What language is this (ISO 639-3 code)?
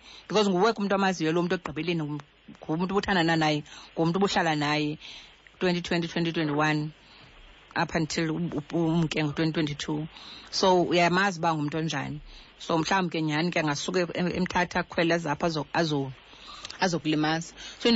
xho